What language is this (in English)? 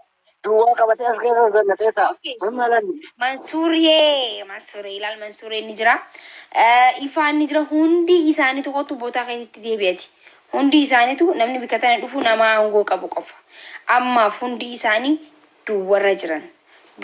Oromo